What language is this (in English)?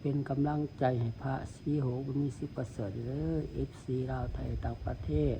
Lao